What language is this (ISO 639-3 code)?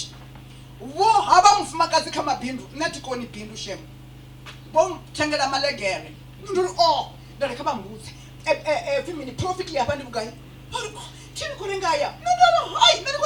ven